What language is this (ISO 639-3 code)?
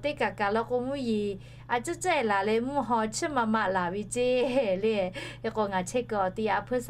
lhu